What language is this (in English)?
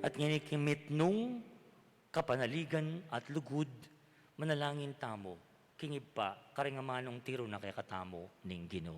Pampanga